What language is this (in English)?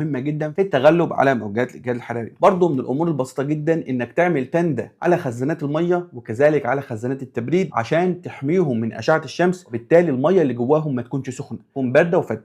Egyptian Arabic